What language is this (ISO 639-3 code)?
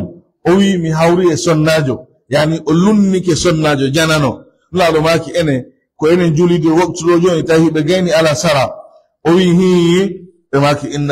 fuf